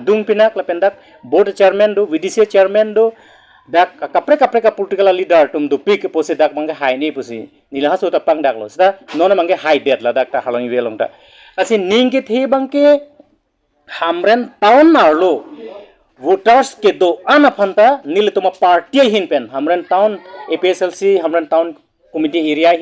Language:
Karbi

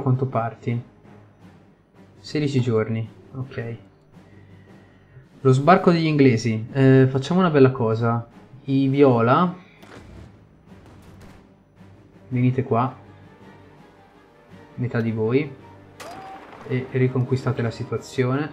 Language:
Italian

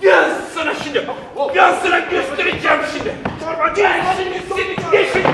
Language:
Gagauz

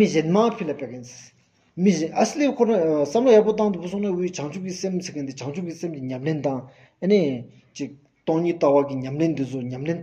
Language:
Stod Bhoti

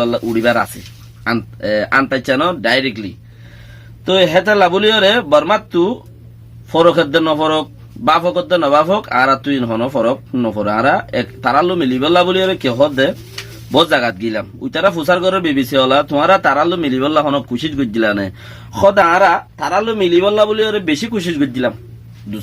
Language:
Rohingya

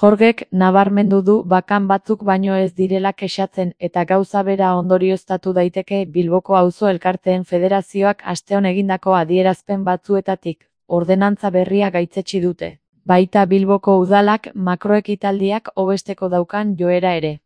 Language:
Basque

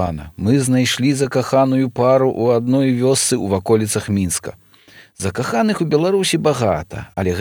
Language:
Belarusian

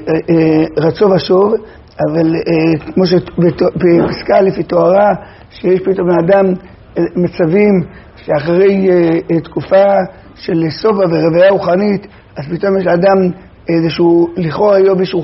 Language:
Hebrew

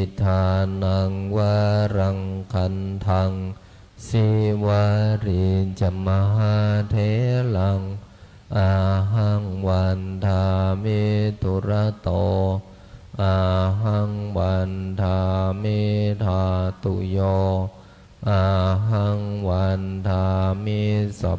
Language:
Pali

